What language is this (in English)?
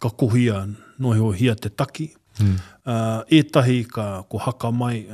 Māori